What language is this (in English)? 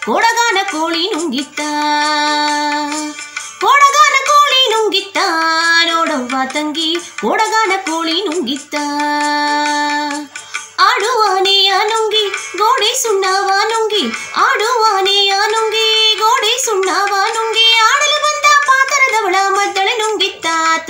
Kannada